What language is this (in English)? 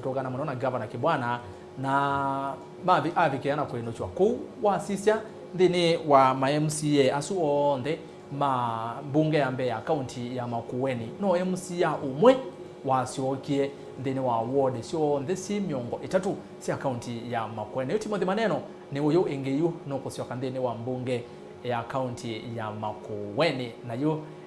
Kamba